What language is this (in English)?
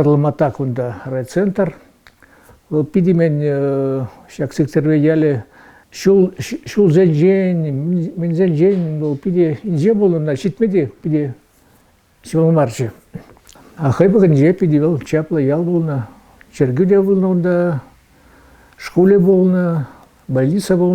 Chuvash